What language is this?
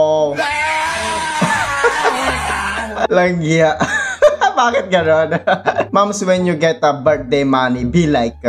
Filipino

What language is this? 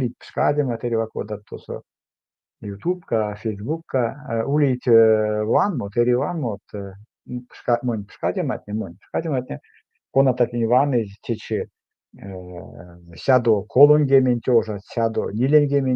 Erzya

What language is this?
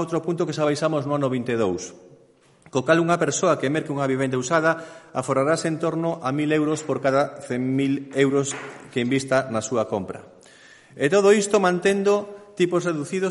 Galician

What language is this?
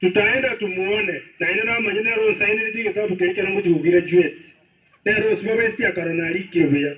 Gusii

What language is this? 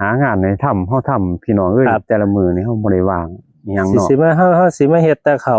Northeastern Thai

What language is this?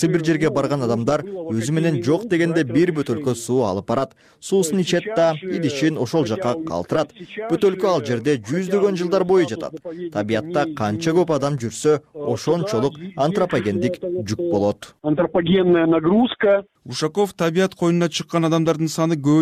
Kyrgyz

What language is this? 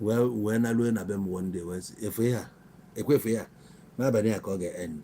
Igbo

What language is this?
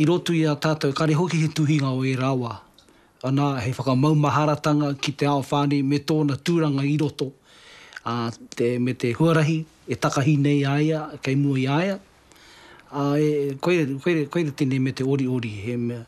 Māori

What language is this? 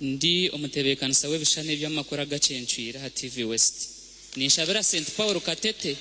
Nyankole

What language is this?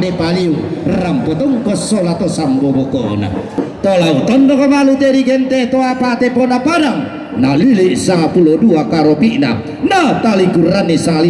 Toraja-Sa'dan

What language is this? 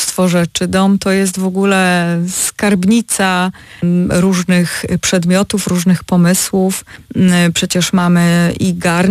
Polish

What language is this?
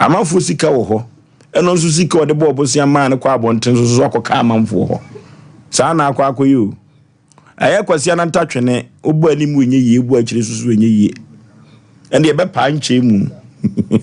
Akan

